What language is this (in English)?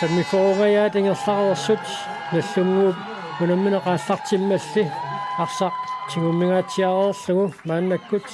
Kalaallisut